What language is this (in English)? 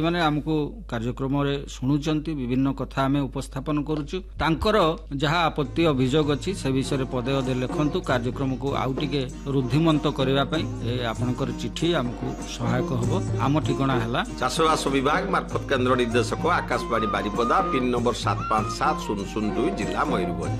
Odia